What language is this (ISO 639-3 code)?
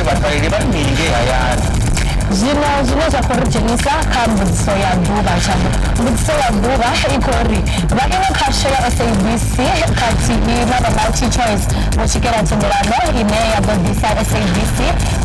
ven